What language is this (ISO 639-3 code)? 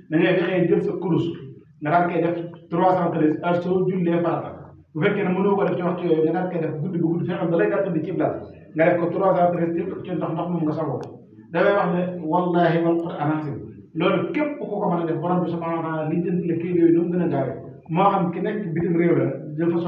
wol